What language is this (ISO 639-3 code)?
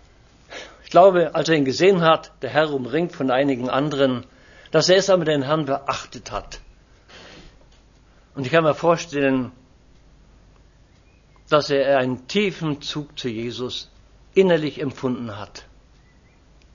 deu